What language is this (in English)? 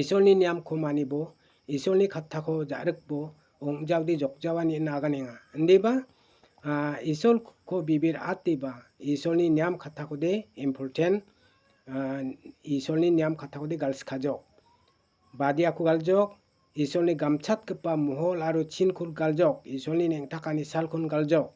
Garo